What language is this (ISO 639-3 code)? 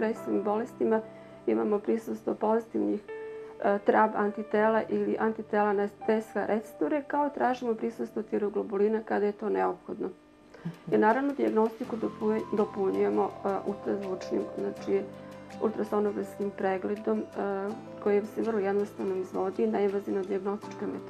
srp